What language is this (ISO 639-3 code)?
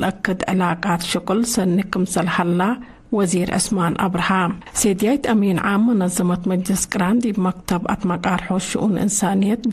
tig